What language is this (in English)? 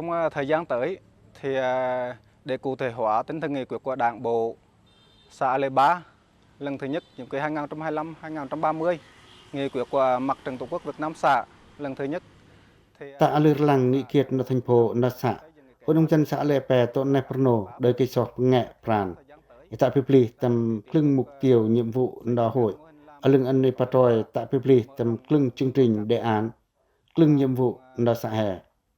Pacoh